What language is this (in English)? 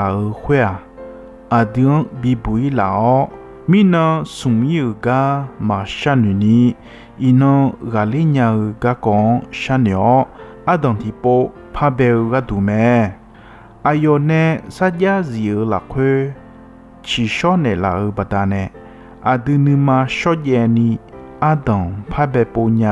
Akha